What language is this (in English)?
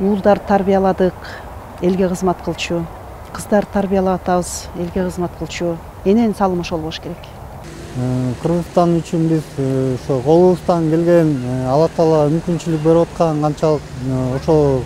Kyrgyz